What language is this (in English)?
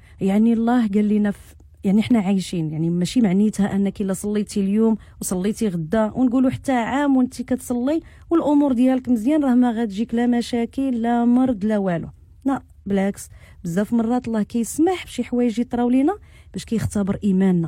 Moroccan Arabic